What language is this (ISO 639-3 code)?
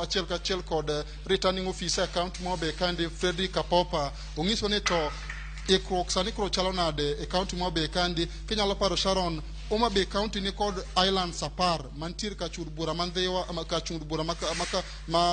luo